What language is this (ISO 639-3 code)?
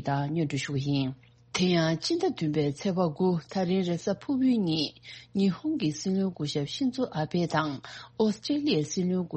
bod